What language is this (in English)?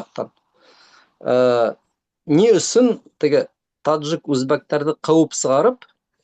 Bashkir